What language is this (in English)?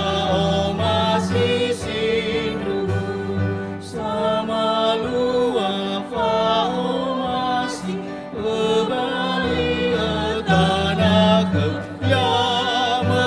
Nias